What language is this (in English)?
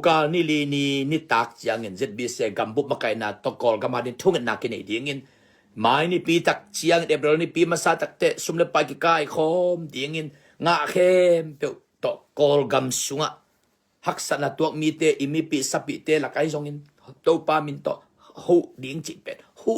Tedim Chin